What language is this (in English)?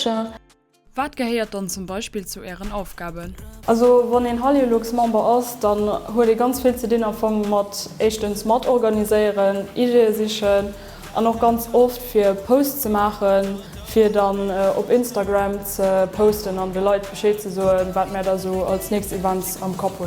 Luxembourgish